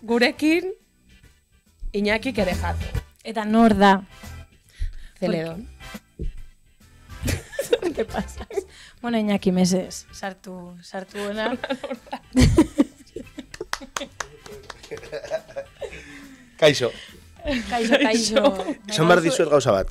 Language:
Basque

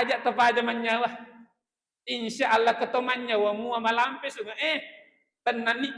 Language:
Buginese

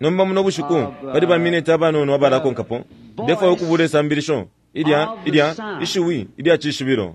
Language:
Bemba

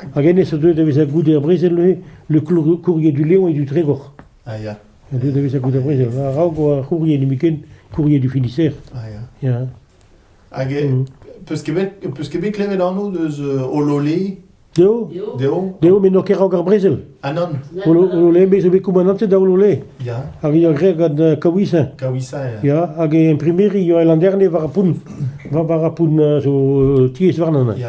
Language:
Breton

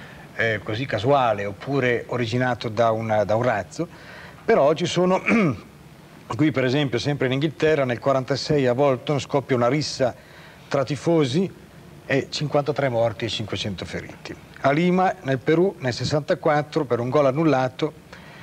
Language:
Italian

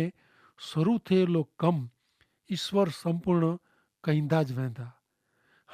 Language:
Kachhi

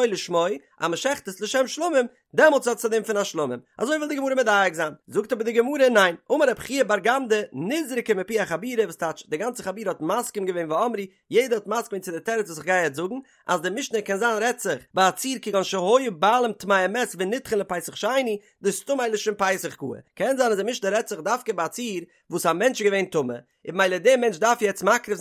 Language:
Yiddish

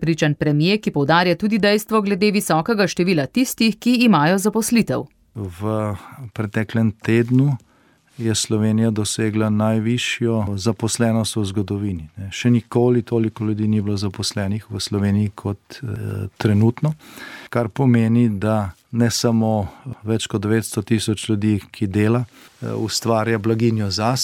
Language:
Slovenian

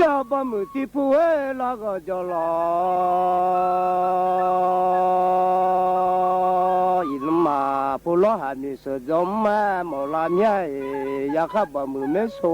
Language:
Akha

